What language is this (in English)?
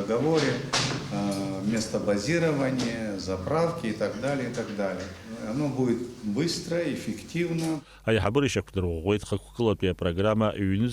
Abkhazian